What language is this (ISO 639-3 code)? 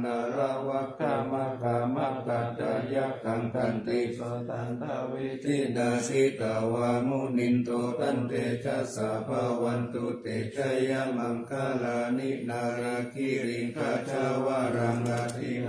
pli